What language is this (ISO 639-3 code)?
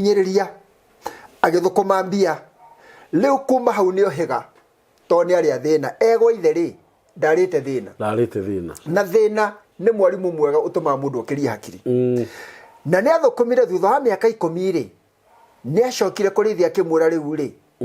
kik